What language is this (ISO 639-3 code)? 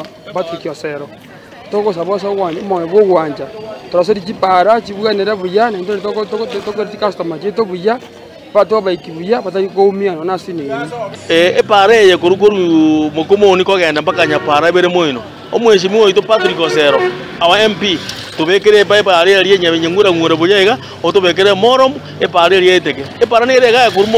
guz